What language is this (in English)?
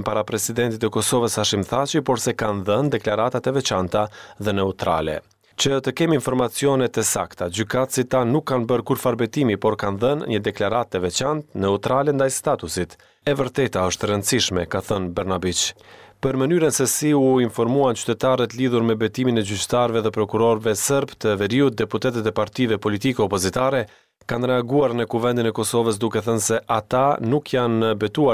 Albanian